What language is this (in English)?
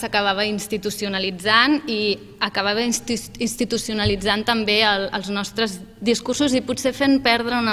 Catalan